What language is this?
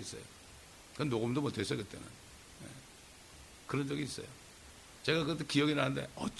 Korean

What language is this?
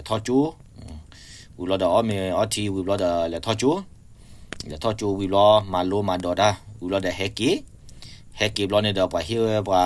S'gaw Karen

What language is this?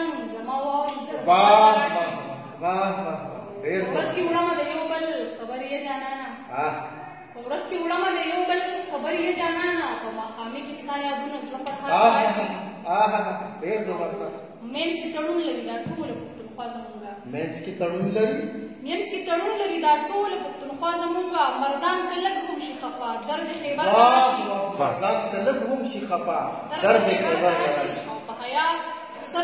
Pashto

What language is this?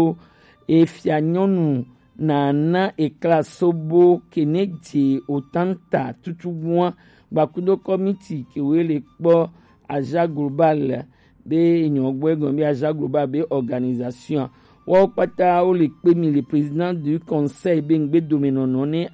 Gen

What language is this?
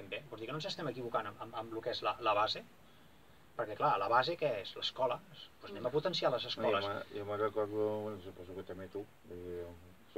Catalan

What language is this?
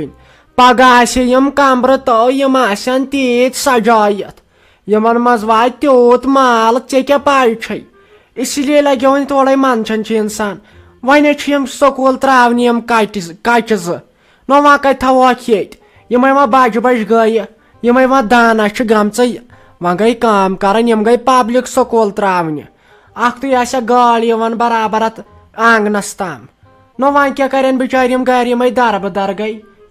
Kashmiri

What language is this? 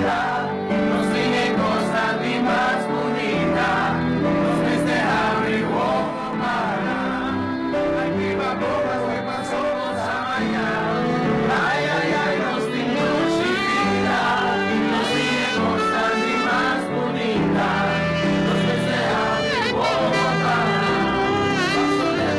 Papiamento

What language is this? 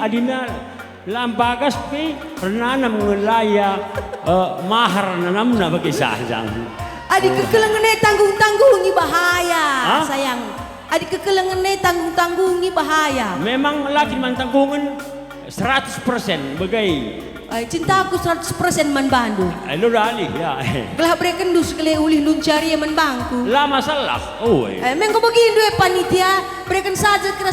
Batak Karo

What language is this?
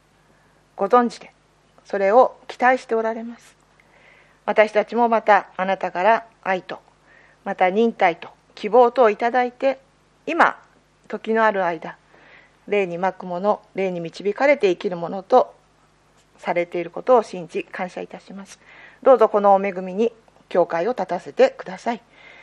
Japanese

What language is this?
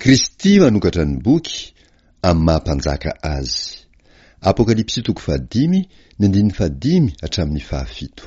Malagasy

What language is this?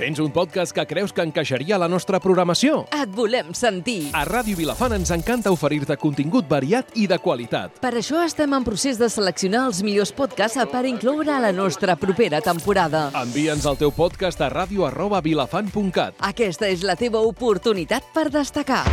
Catalan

